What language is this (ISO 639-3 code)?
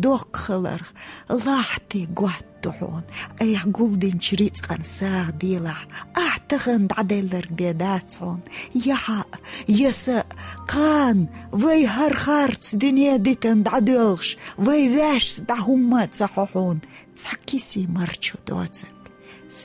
che